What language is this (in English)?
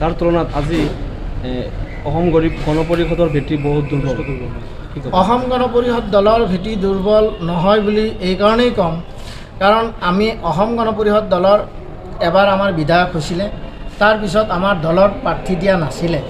Assamese